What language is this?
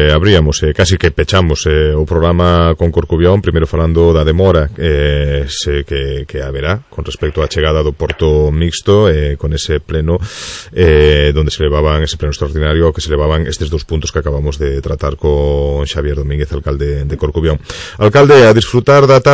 Galician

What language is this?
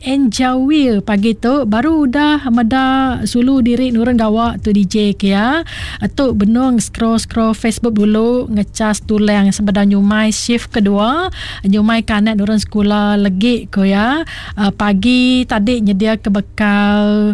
Iban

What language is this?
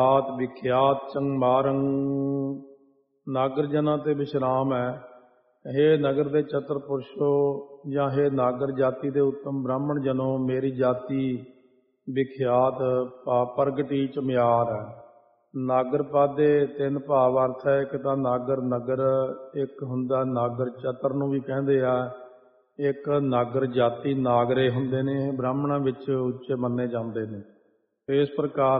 Punjabi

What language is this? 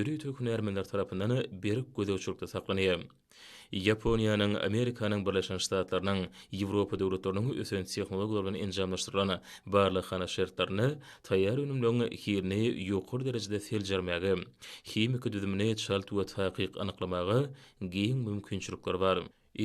Turkmen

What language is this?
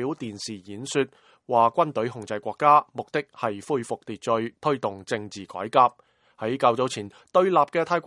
Cantonese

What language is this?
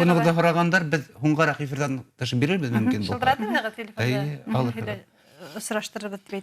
Bashkir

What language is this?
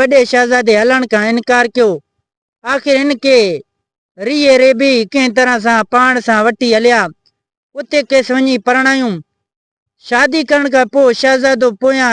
Sindhi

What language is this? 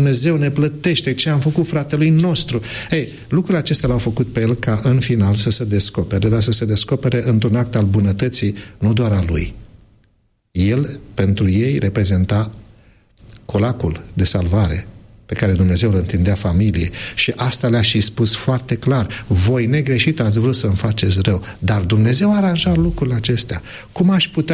Romanian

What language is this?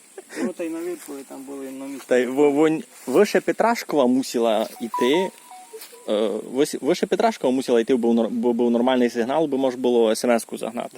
Rusyn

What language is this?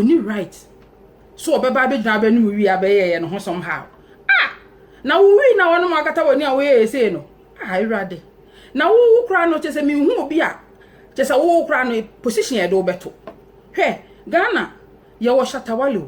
Akan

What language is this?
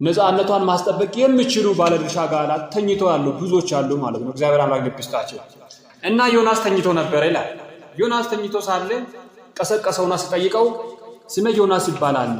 Amharic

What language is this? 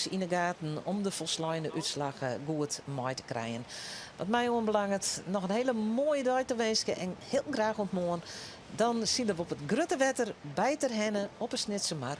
Western Frisian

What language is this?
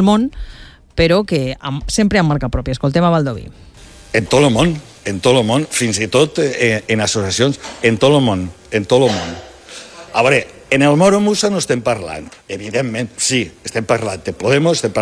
Catalan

